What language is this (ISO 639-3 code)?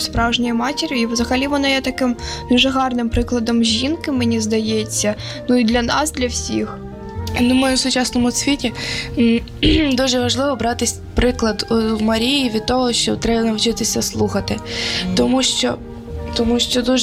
ukr